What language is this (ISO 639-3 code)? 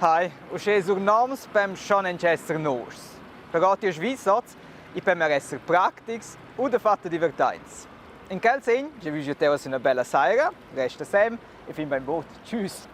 roh